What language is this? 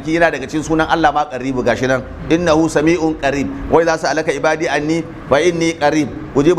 Hausa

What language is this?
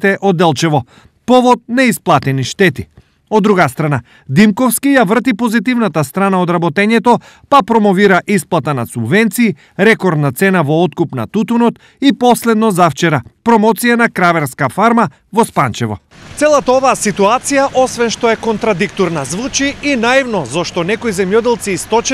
Macedonian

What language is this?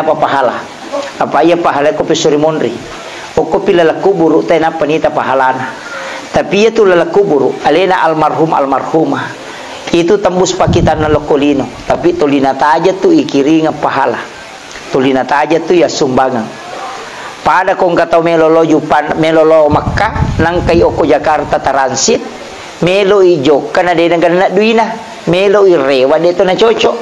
Buginese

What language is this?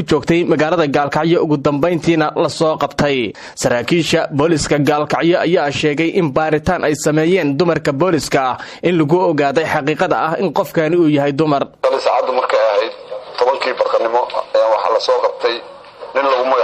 Somali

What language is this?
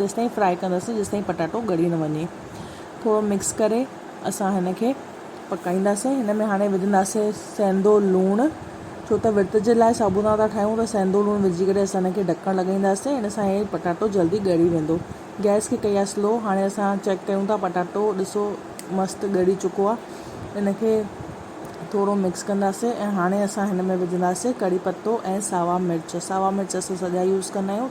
Sindhi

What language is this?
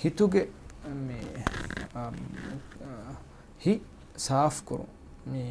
Divehi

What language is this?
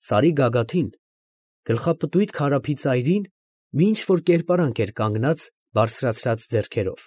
Armenian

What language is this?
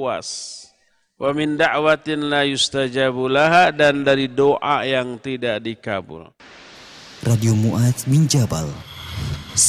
Indonesian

